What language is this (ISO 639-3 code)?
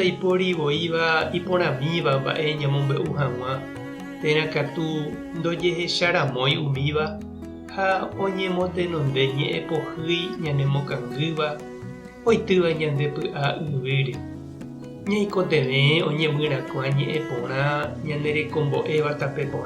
grn